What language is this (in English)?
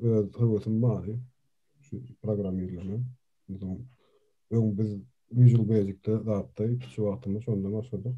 Turkmen